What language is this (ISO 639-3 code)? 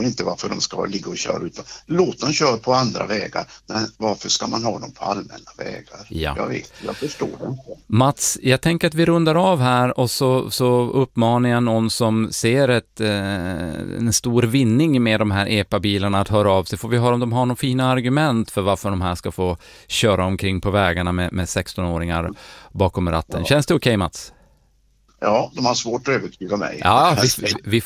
swe